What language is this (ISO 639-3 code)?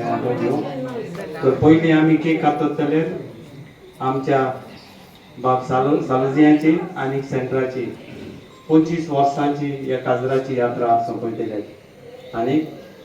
kok